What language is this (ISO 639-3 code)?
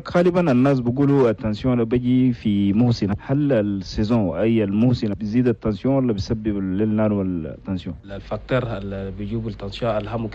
shu